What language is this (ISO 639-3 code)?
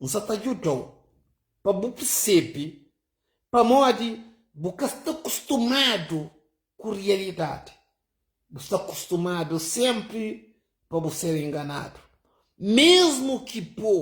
kea